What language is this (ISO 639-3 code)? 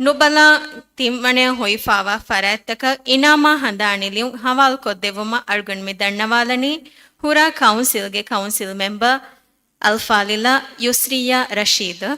div